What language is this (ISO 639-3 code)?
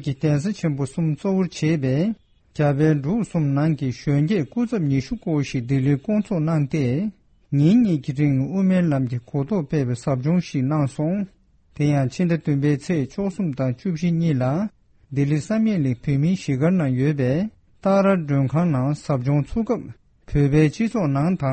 bod